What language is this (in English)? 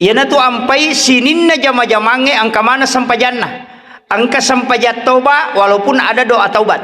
Buginese